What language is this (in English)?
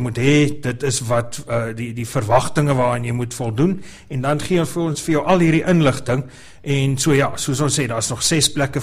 Afrikaans